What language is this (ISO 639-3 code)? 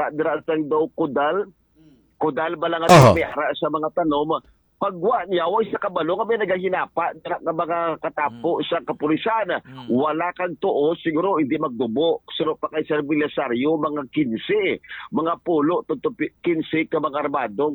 hil